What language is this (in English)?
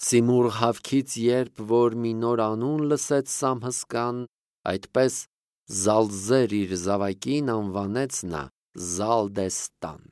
Armenian